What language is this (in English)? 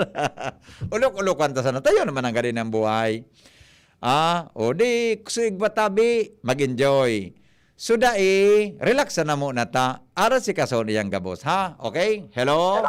Bikol